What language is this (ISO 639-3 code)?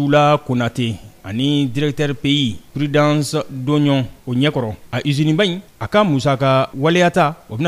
bam